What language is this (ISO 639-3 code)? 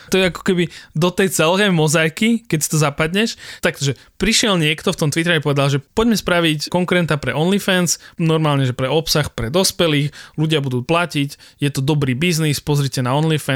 slk